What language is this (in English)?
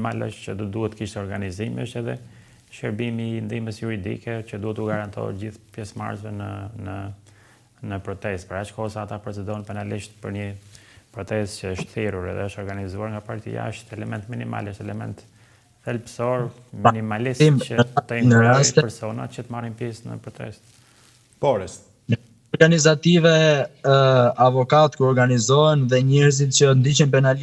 Albanian